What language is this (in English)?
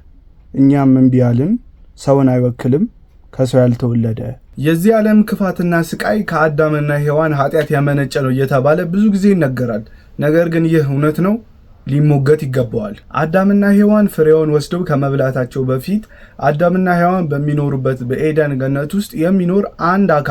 Amharic